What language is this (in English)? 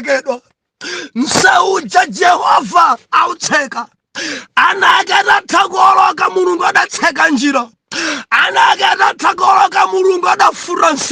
Nyanja